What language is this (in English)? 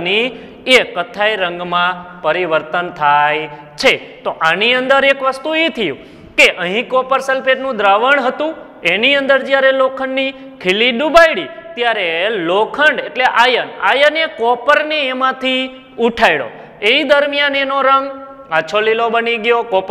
Gujarati